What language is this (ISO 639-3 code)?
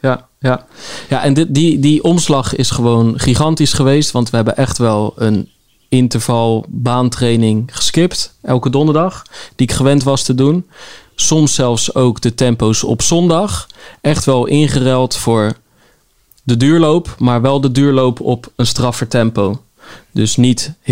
nld